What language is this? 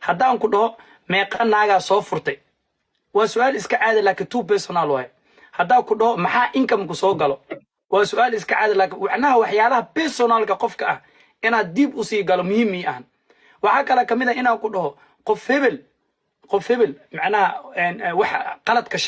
Somali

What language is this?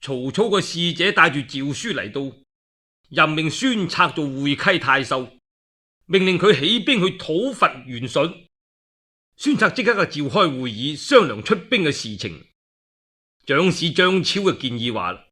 Cantonese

